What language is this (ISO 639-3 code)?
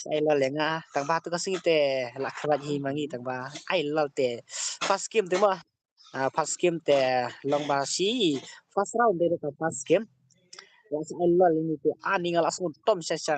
kha